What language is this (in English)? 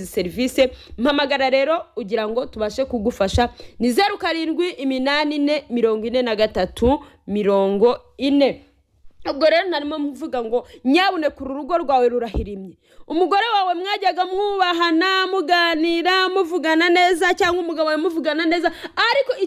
Kinyarwanda